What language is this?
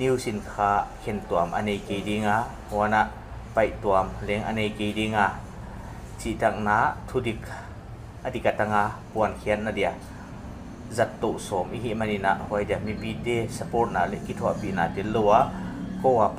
Paite Chin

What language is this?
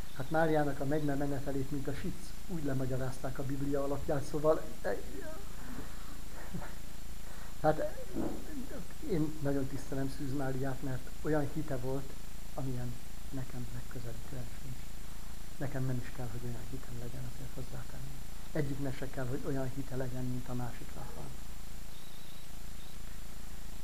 Hungarian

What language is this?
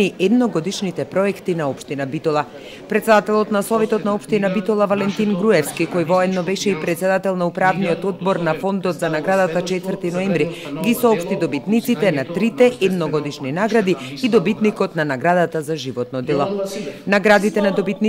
Macedonian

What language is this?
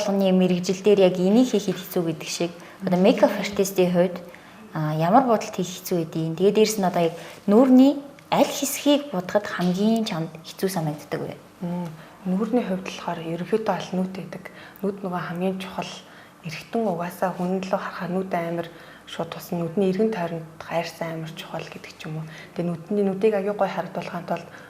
Mongolian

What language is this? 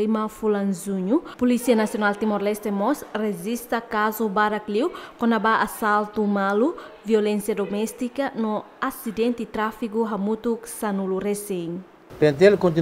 Tetum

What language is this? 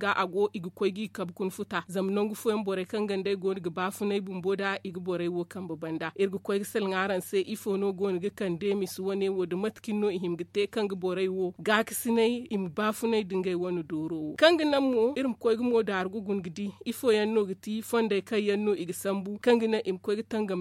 Zarma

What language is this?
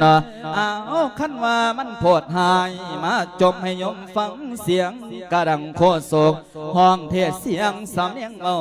Lao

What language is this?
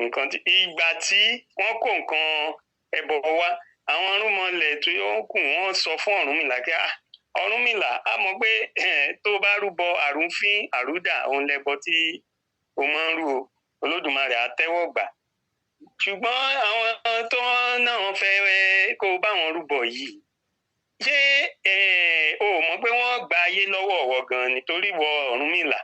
Yoruba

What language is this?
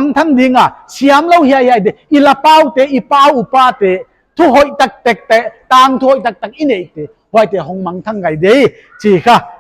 Paite Chin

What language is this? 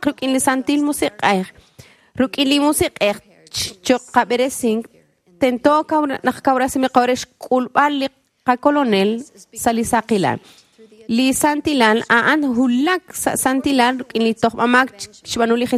Kekchí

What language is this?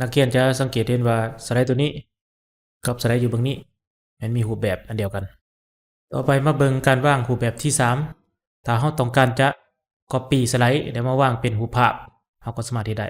Lao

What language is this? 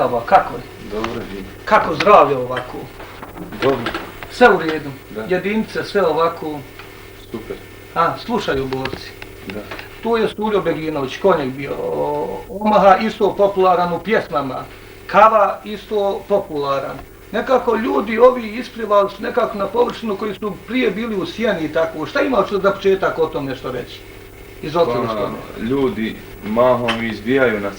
Bosnian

